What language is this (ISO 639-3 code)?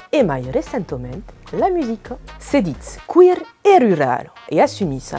oci